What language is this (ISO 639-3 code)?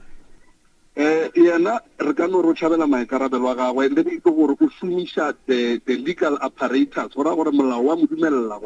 nso